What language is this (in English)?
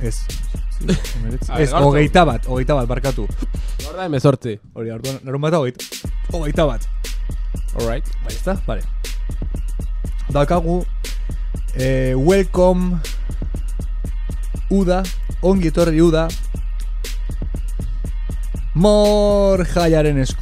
Basque